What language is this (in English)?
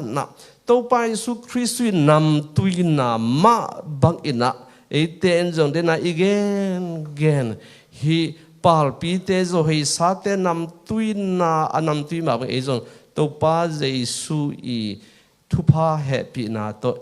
Tedim Chin